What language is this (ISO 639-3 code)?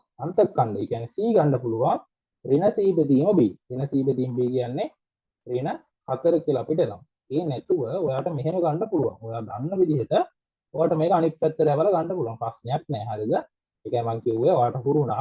sin